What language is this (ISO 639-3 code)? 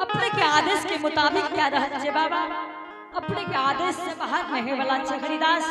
anp